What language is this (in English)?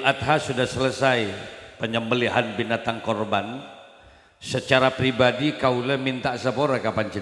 Madurese